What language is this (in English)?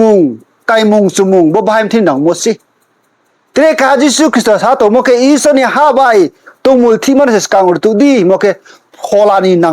Riang (India)